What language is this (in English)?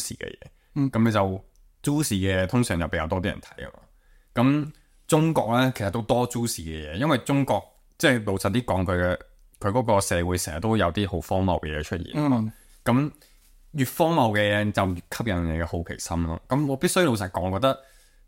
Cantonese